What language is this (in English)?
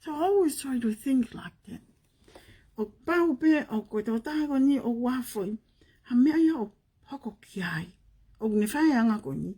Tongan